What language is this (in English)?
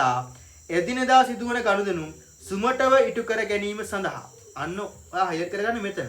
Sinhala